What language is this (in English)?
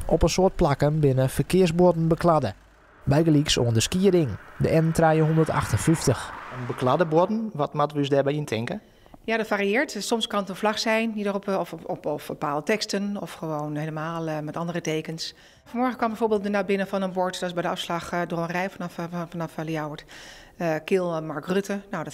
Western Frisian